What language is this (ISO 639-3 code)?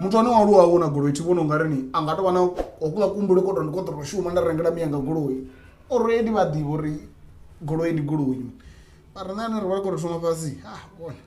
ven